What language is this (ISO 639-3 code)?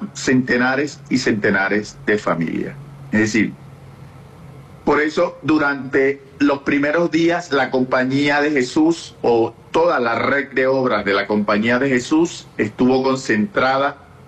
spa